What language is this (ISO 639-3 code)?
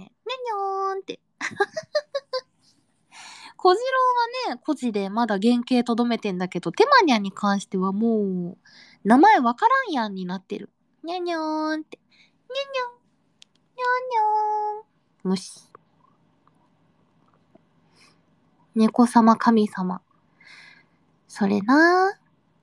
jpn